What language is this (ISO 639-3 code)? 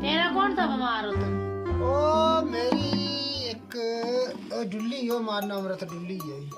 doi